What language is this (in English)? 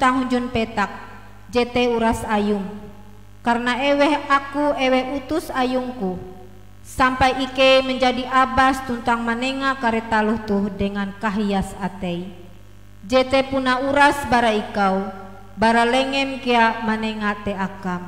Ngaju